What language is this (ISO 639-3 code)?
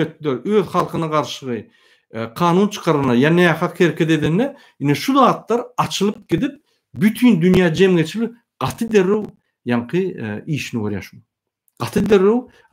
tuk